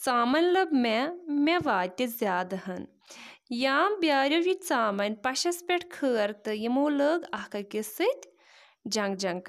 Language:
Kashmiri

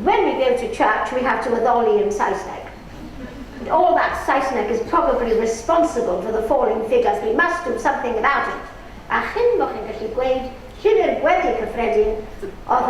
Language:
Welsh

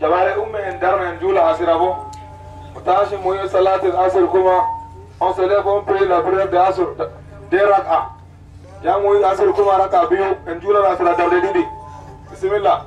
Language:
Adamawa Fulfulde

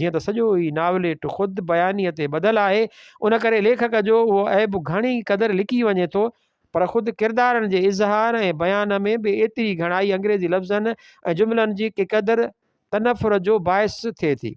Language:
Sindhi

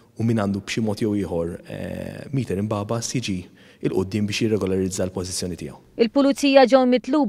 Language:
Maltese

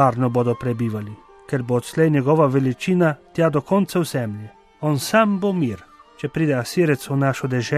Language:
Slovenian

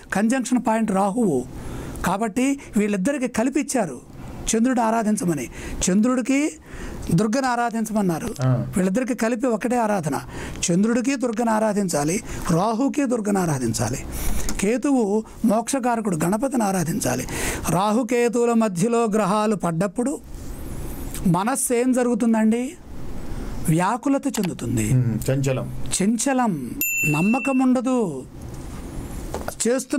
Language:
Telugu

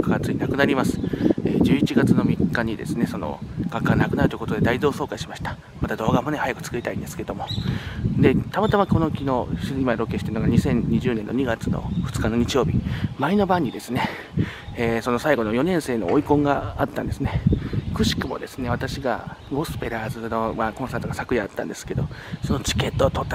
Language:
Japanese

